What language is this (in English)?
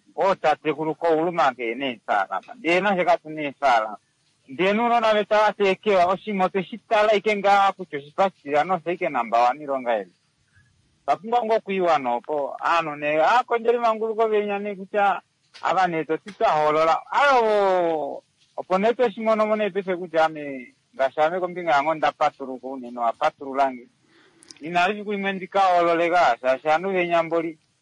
Kuanyama